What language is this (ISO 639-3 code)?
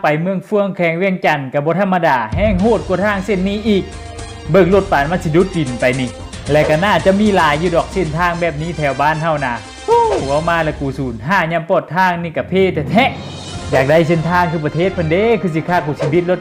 lao